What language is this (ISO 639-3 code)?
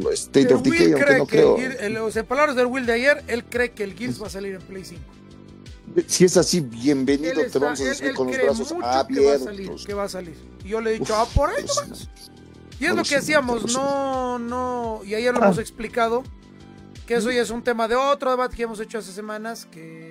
spa